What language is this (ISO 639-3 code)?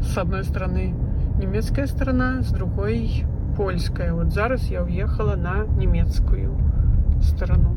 bel